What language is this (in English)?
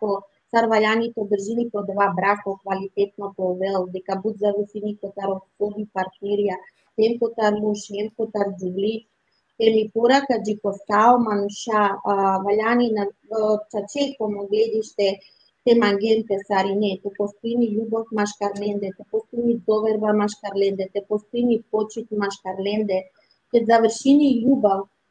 Balkan Romani